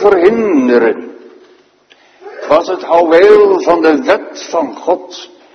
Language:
Dutch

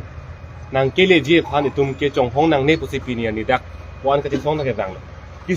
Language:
Karbi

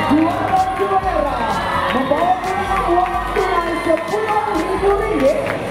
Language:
Malay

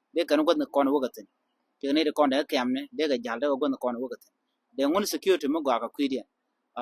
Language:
Nuer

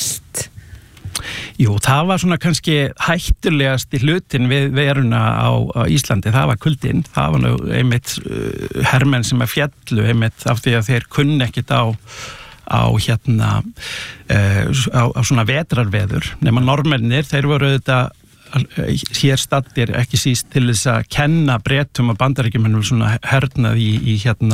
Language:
Icelandic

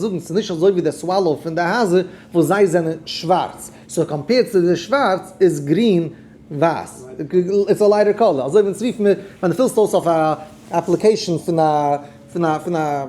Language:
Yiddish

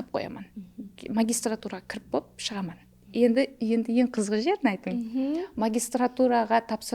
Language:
Kara-Kalpak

